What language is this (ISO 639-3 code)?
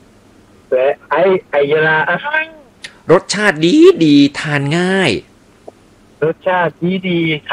tha